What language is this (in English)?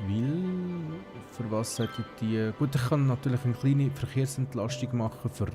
Swiss German